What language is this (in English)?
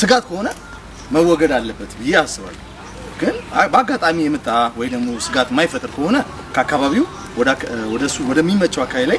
Amharic